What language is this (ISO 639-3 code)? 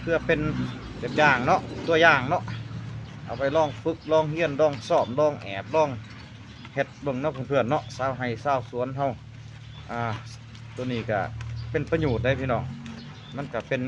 lao